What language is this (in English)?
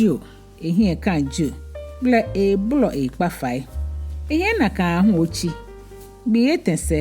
Ga